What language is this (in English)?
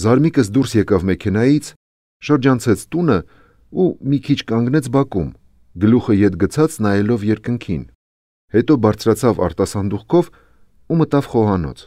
Armenian